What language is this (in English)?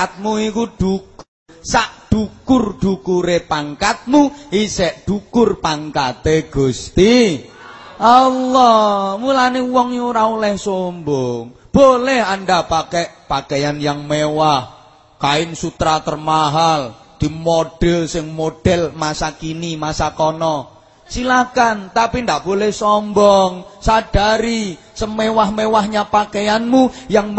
Javanese